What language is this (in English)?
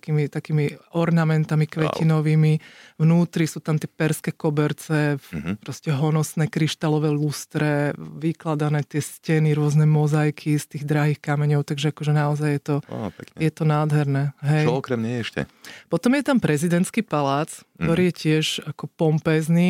Slovak